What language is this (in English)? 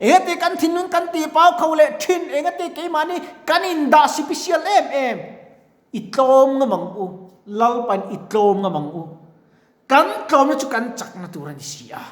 Mizo